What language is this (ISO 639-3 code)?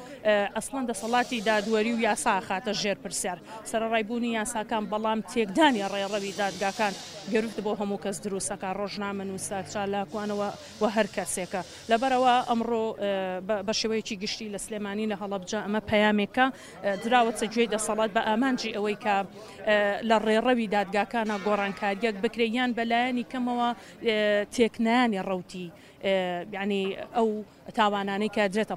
ckb